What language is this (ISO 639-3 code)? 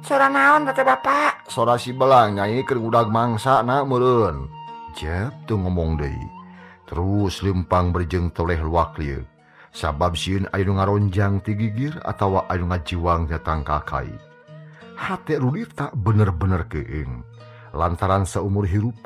sun